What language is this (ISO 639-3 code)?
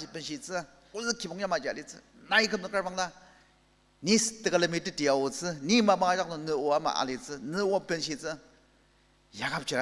njo